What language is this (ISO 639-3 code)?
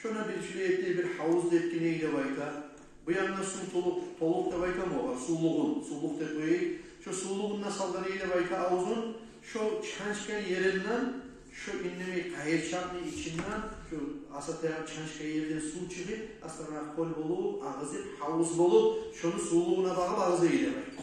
kum